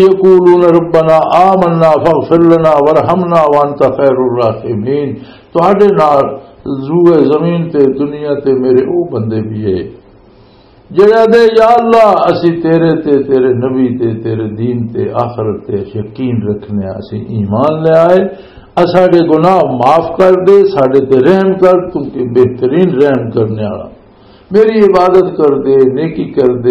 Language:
Western Panjabi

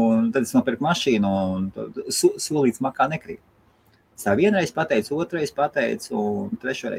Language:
Latvian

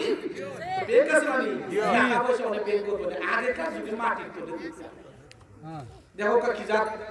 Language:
Sylheti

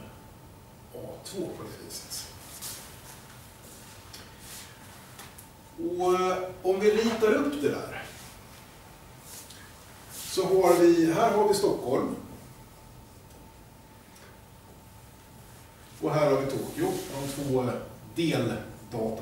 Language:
Swedish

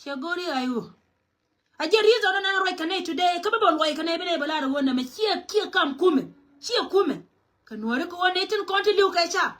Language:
Nuer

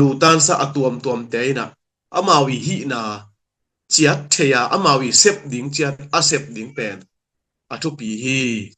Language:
Tedim Chin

